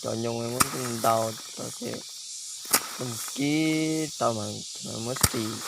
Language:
Hmong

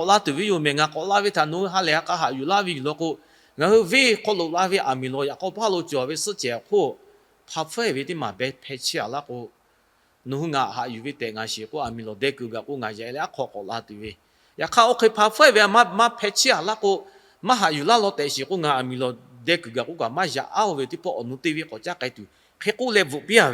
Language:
Lahu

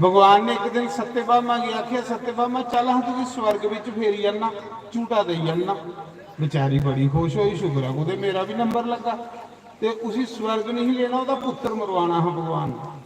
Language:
Dogri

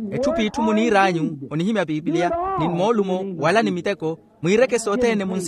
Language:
Makhuwa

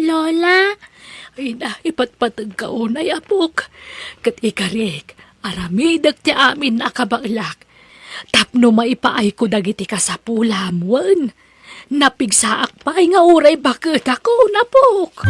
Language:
Iloko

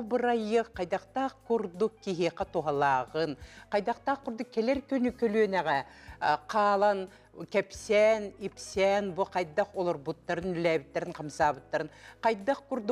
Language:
Yakut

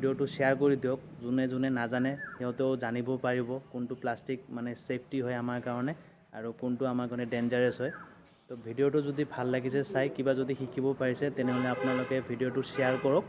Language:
Assamese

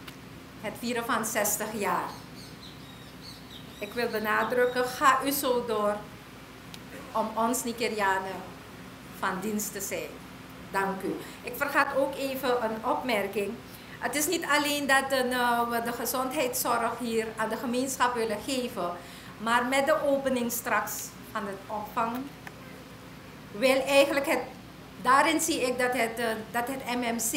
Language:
Dutch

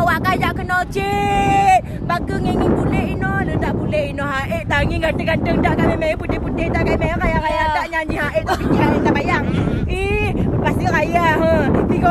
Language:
Achinese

